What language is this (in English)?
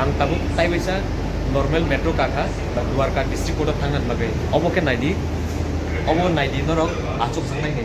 Kok Borok